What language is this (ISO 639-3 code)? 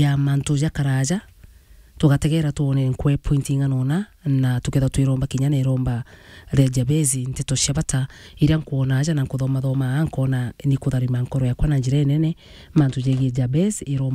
mer